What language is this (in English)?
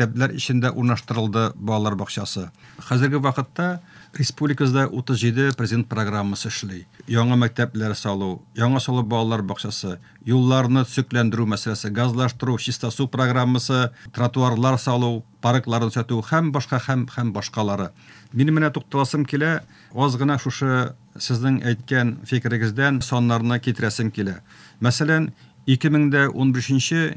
Tatar